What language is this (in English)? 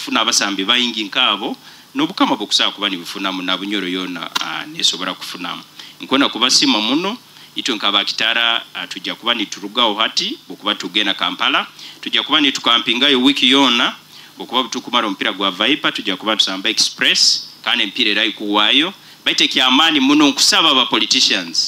Nyoro